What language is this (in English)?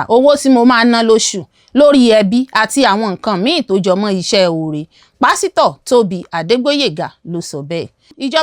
Yoruba